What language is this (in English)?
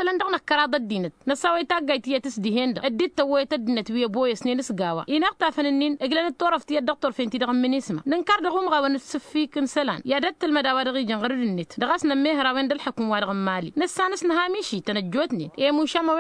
Tamasheq